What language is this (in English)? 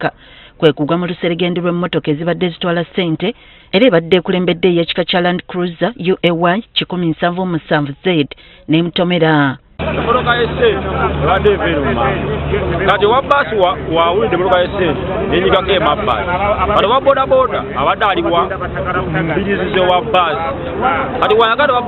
Ganda